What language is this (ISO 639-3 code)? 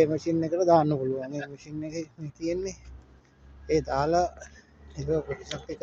sin